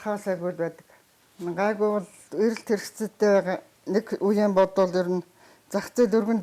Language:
Mongolian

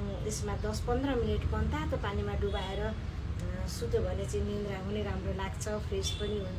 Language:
Nepali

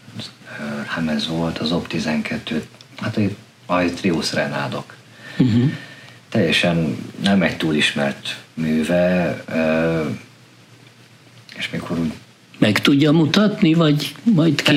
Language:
Hungarian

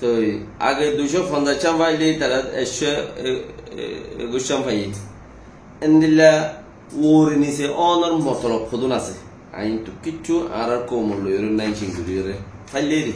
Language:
Rohingya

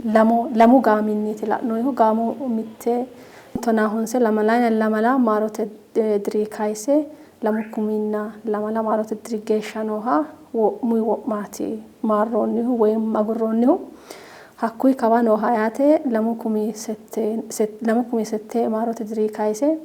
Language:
Sidamo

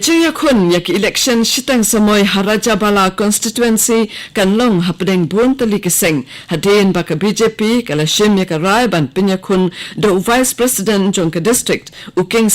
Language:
Khasi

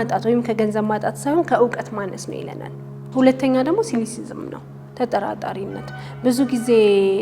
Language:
Amharic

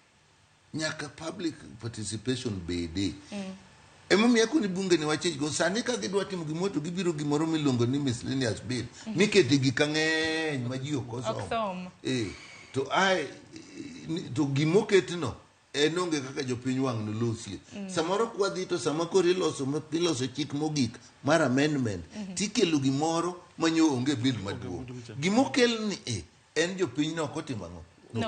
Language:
Luo (Kenya and Tanzania)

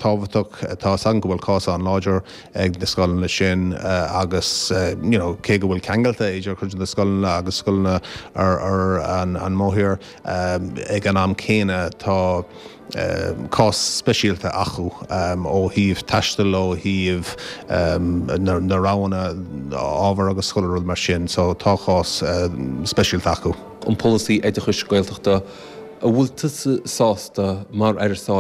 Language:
Irish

